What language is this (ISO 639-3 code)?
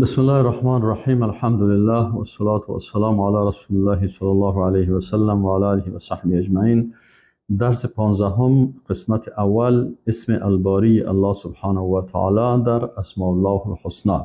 fas